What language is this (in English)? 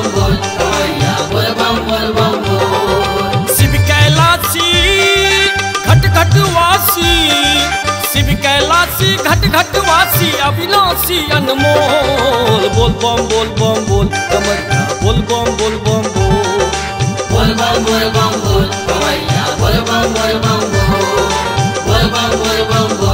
Maithili